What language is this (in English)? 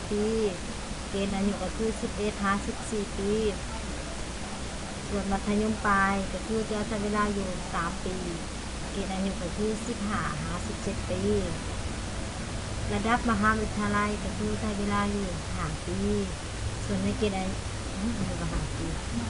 Lao